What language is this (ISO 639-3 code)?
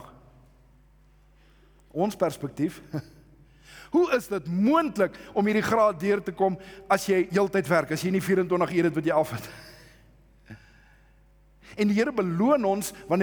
afr